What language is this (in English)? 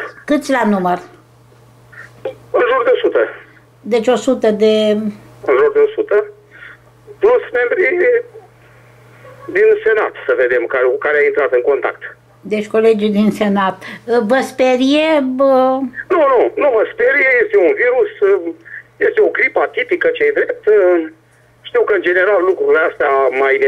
Romanian